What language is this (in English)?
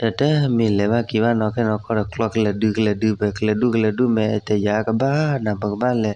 S'gaw Karen